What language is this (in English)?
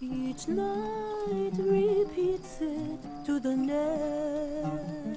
Phom Naga